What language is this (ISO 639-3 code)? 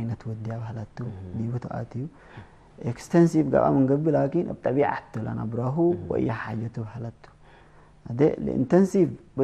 tig